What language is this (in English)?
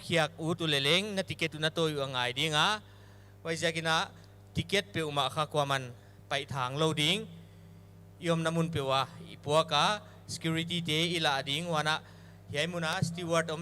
Paite Chin